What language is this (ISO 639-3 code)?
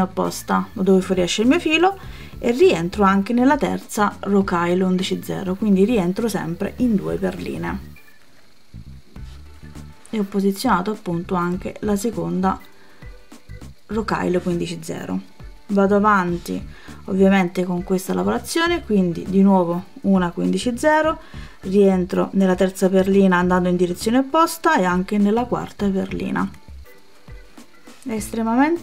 ita